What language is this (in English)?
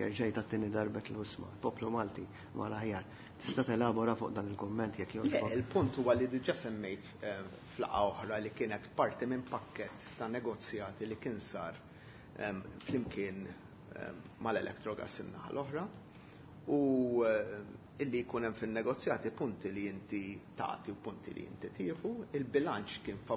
Maltese